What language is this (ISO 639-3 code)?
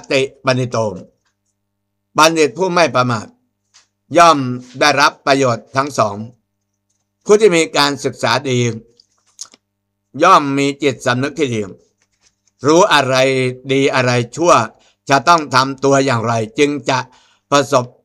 tha